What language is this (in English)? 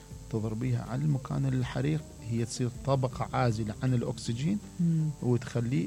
Mesopotamian Arabic